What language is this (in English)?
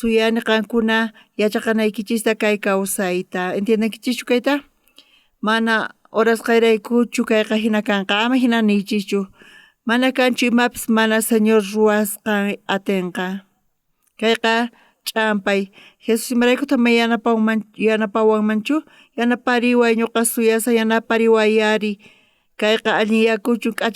South Bolivian Quechua